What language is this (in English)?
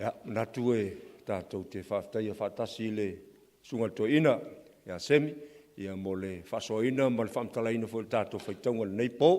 Samoan